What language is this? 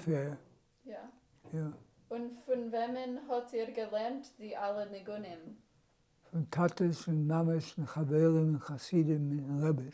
Yiddish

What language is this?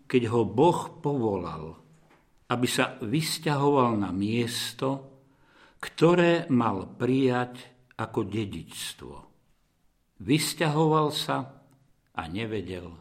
Slovak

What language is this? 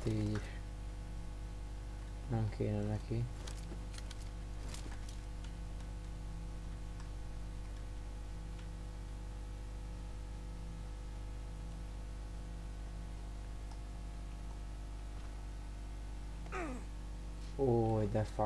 Hungarian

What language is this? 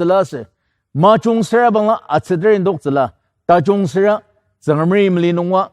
Ao Naga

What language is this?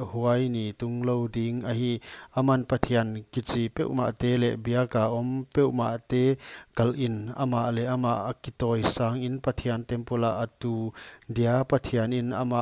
Paite Chin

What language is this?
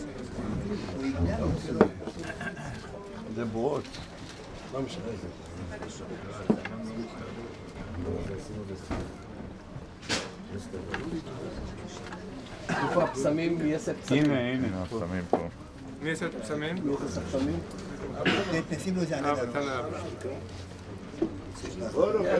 Hebrew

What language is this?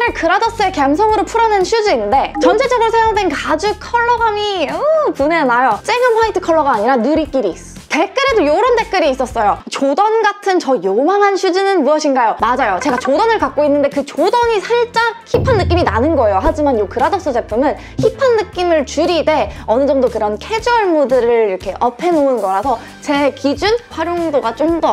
Korean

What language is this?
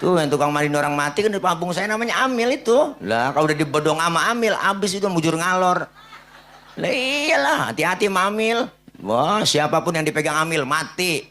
Betawi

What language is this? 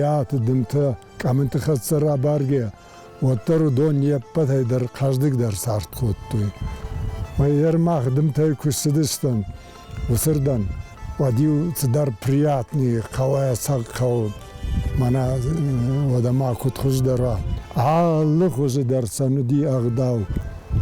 Ossetic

